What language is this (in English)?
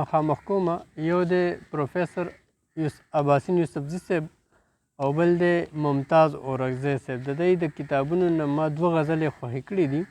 Pashto